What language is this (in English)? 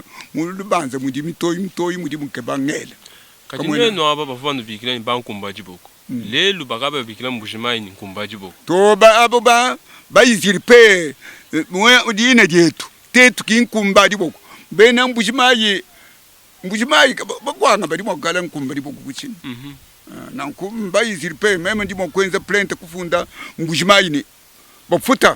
Luba-Lulua